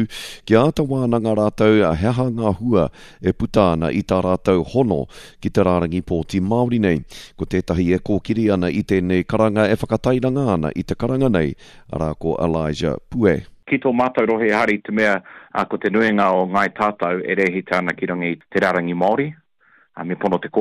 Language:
Māori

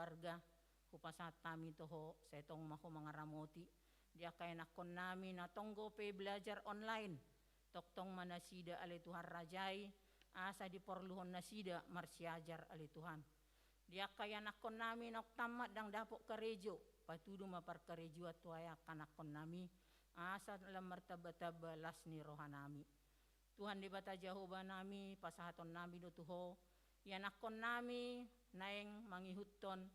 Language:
Batak Toba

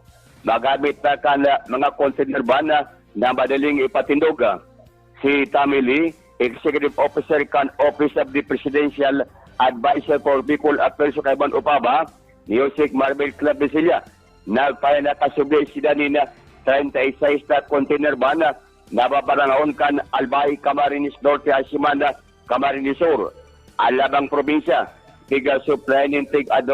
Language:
Bikol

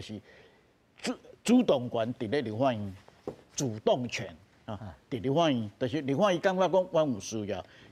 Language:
Min Nan Chinese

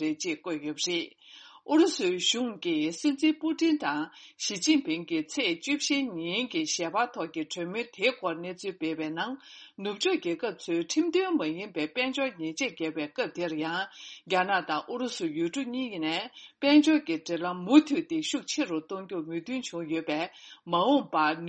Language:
Tibetan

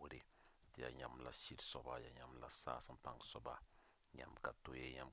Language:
Mossi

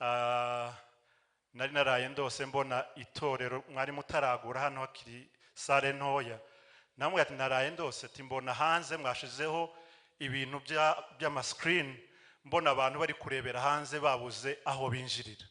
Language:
Kinyarwanda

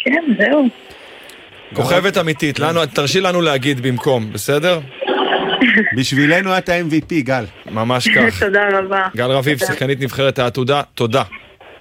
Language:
Hebrew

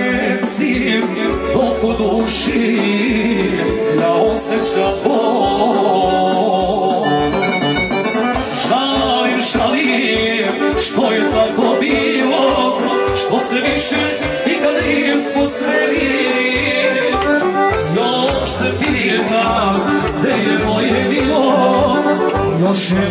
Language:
Serbian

